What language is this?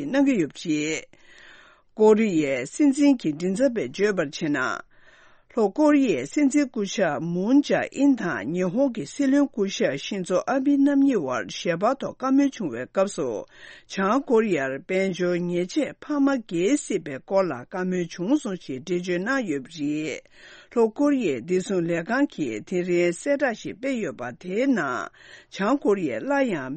Tibetan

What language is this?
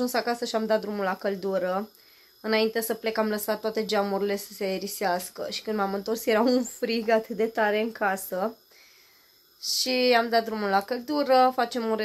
Romanian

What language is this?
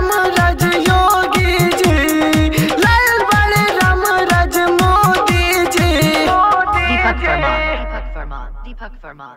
Bhojpuri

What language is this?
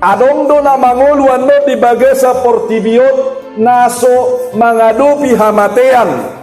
Batak Toba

